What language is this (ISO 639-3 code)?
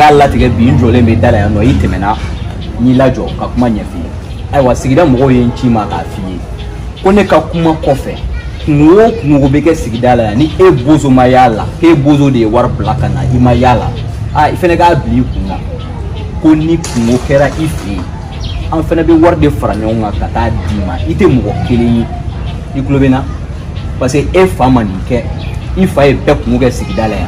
bam